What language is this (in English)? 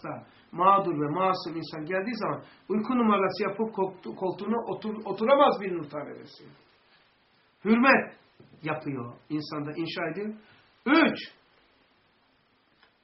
Turkish